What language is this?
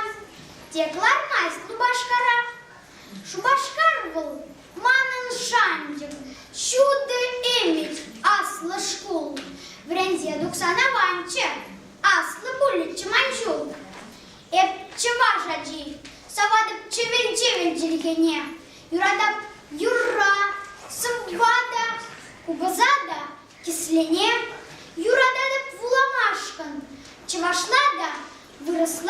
Chuvash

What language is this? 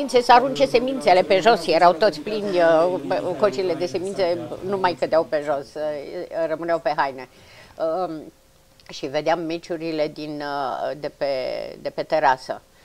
Romanian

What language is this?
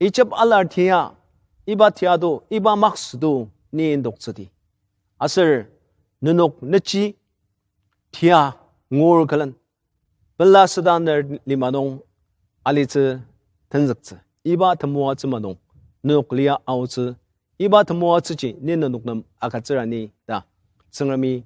Ao Naga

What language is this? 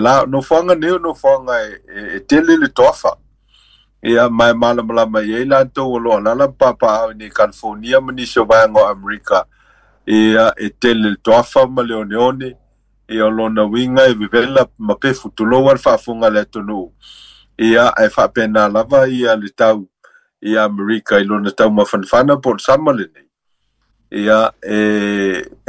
Samoan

